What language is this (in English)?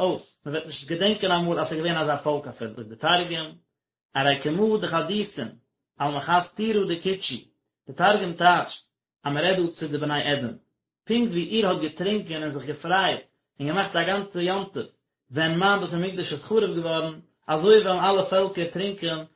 Yiddish